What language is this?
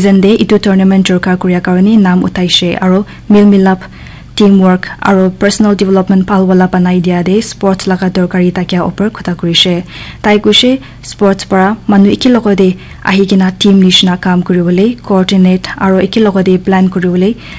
Naga Pidgin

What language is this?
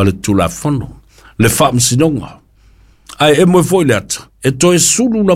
Samoan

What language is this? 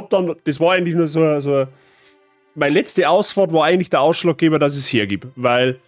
Bavarian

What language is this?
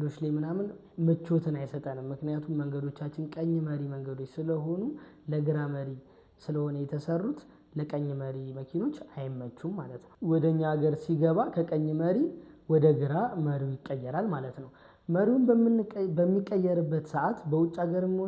Amharic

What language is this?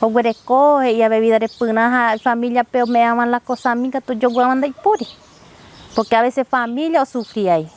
Guarani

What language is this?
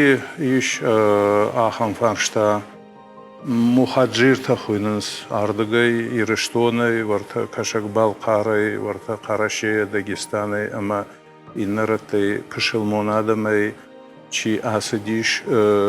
Ossetic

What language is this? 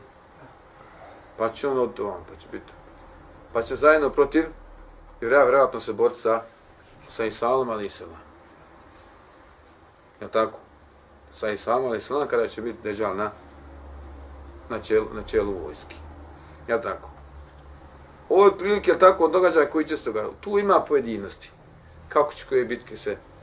Bosnian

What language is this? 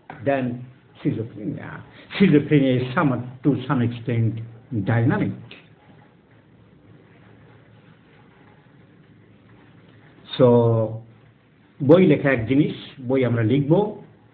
Bangla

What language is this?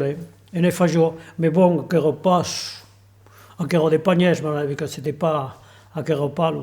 Occitan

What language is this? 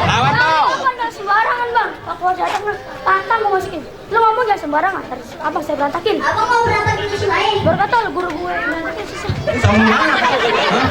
Betawi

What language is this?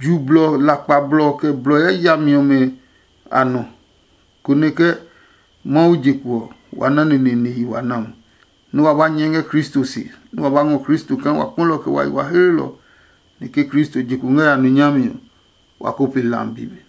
Adangme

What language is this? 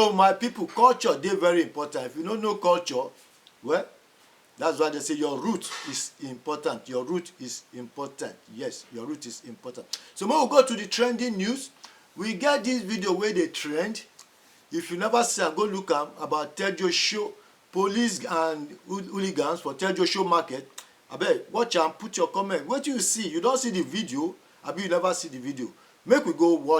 Nigerian Pidgin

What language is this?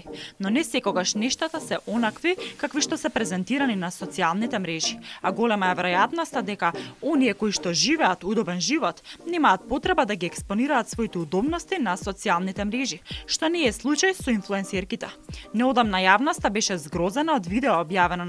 Macedonian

